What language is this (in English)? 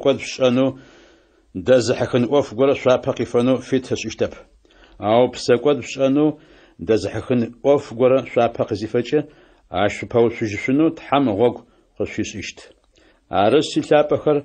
Adyghe